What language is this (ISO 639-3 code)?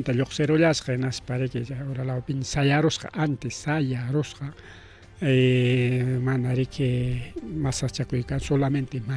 quy